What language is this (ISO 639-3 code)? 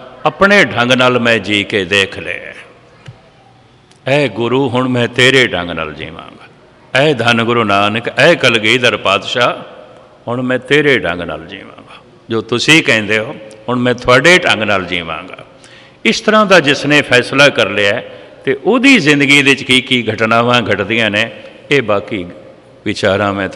pan